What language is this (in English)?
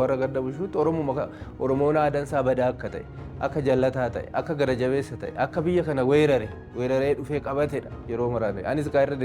Oromo